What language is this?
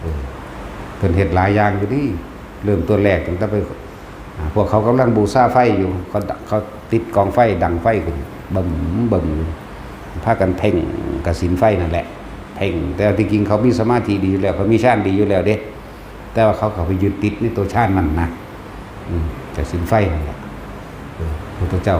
Northeastern Thai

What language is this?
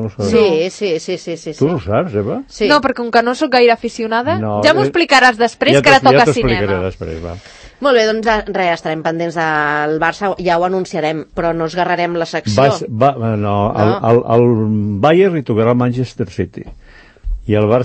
Catalan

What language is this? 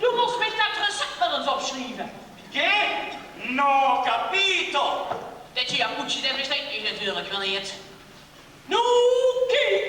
Limburgish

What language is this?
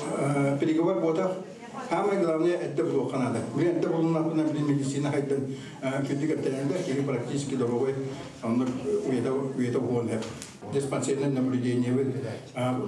Yakut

